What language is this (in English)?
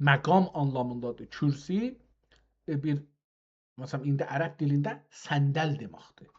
South Azerbaijani